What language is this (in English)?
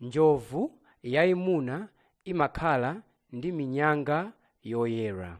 Nyanja